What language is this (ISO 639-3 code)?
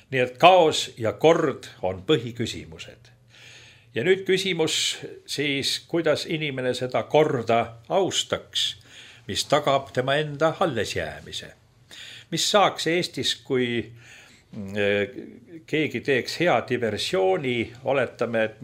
est